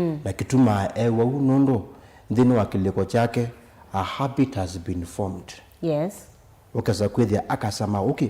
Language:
Kamba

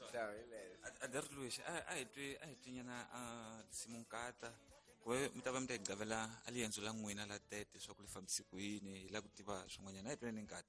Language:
Tsonga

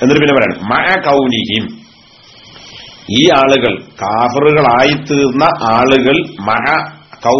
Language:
Malayalam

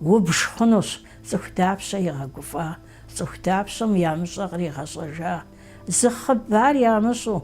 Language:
Kabardian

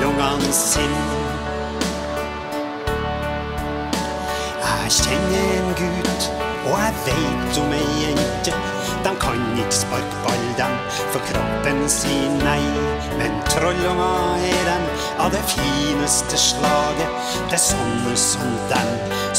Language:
Norwegian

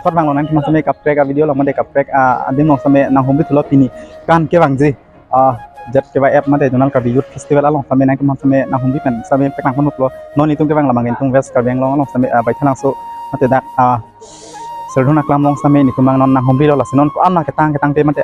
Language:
Karbi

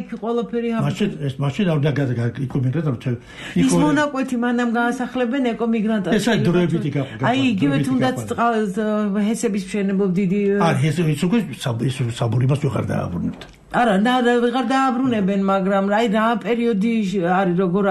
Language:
Georgian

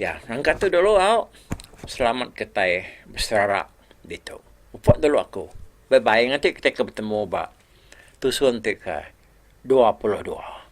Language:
Iban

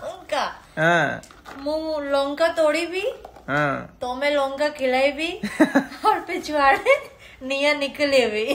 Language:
Odia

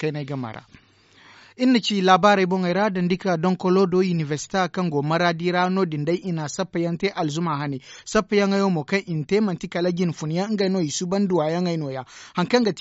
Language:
Zarma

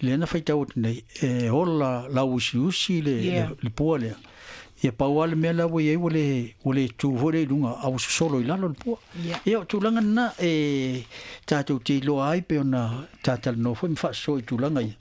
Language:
Samoan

